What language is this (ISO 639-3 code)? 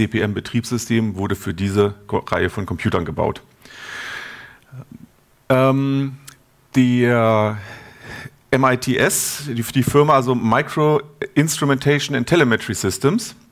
deu